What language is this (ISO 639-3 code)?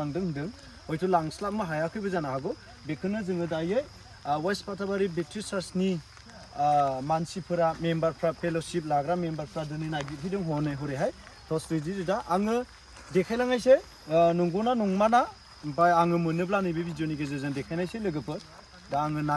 brx